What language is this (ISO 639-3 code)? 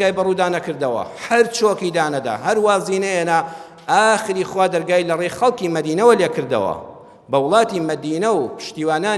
ckb